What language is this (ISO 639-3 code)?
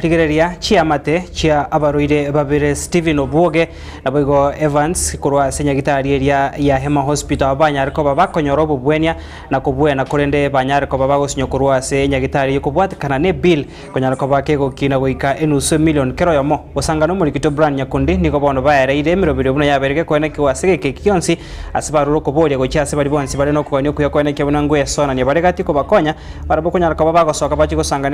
guz